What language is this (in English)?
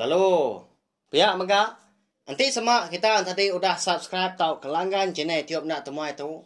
Iban